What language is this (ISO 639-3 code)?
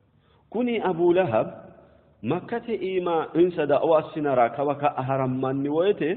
sid